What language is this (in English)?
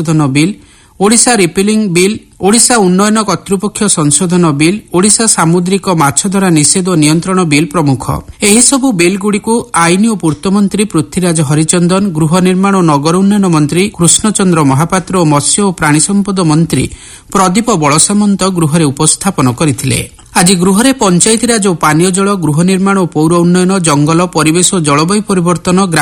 Odia